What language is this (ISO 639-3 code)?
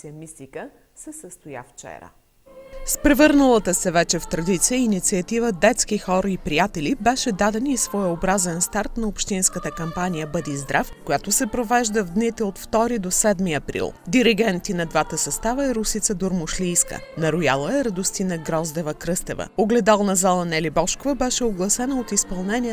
bul